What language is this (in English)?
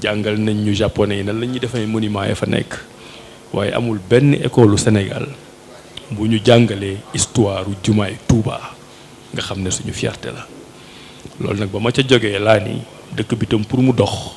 Wolof